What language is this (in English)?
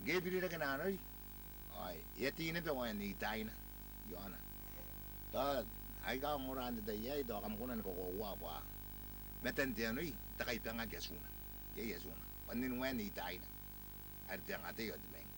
Gilbertese